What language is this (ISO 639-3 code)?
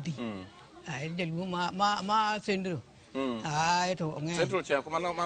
luo